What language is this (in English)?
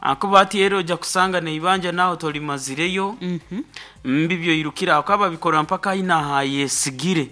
Nyankole